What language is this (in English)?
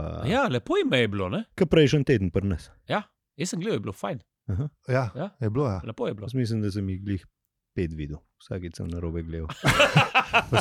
Slovenian